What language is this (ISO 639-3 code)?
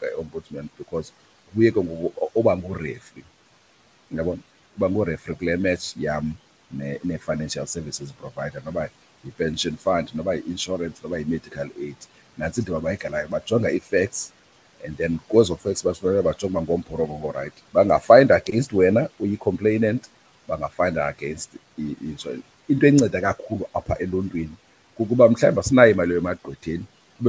xho